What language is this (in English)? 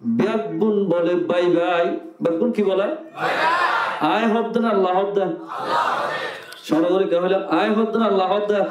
Rohingya